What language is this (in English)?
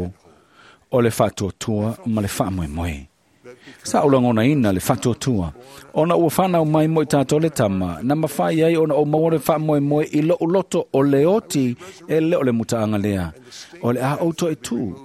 Samoan